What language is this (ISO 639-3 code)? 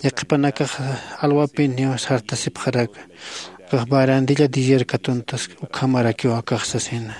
aym